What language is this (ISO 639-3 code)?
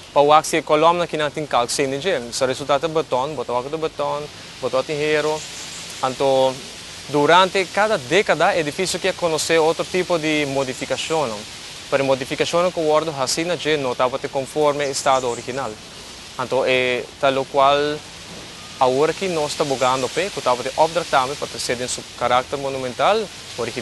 pap